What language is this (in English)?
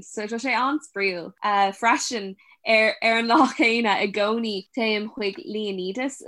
Irish